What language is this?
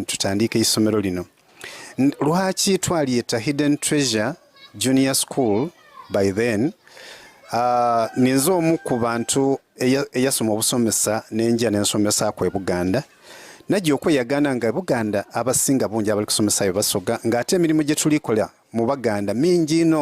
Soga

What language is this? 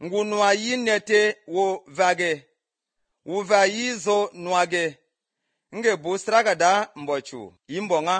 Basque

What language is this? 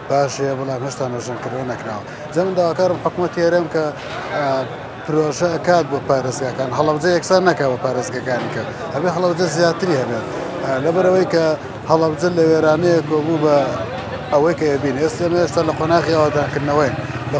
Central Kurdish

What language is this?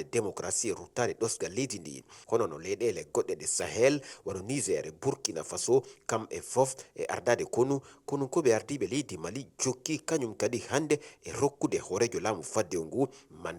Fula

